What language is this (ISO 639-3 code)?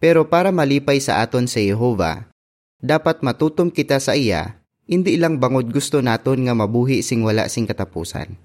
hil